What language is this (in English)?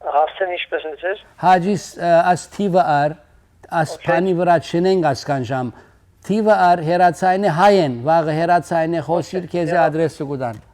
Western Armenian